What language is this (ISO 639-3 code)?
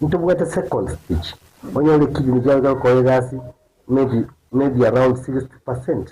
guz